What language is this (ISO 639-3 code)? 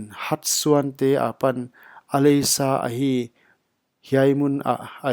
pck